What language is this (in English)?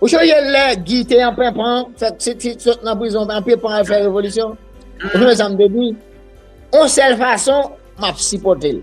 Haitian Creole